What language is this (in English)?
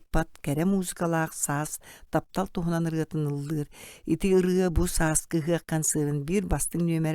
Yakut